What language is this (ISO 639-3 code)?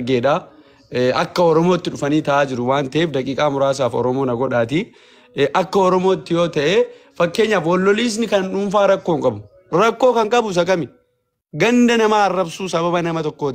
orm